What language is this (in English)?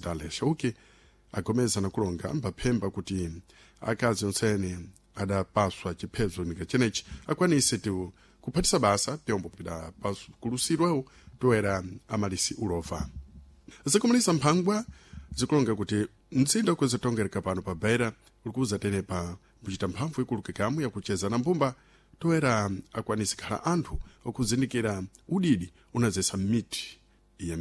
Sena